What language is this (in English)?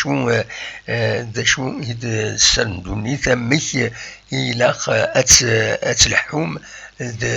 Kabyle